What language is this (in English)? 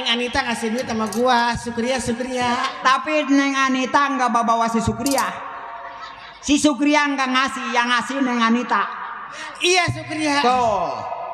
Betawi